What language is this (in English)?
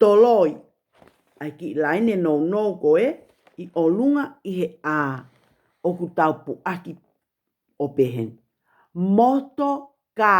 Tongan